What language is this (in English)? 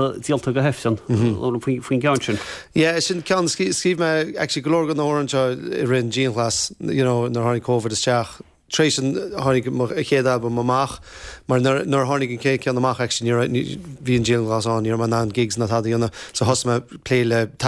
Irish